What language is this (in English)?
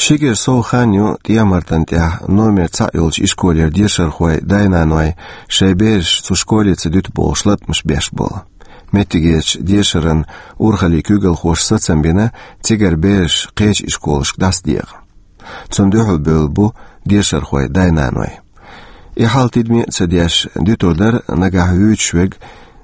Chechen